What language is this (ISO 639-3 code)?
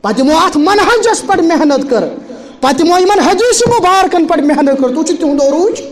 kas